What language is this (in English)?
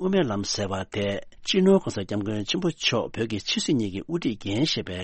Tibetan